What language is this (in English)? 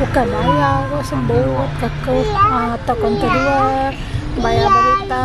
Iban